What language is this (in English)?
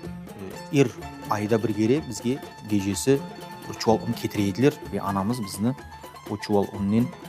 Crimean Tatar